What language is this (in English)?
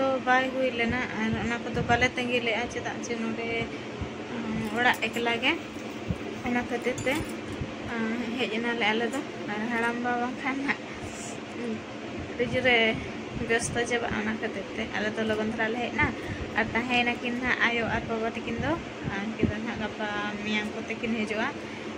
Santali